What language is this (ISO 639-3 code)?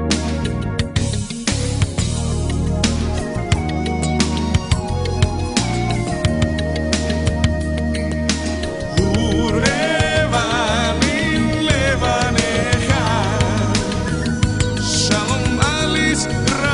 heb